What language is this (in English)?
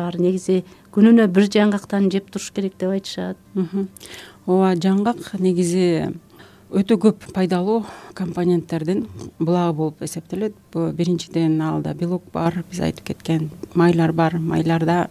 Kyrgyz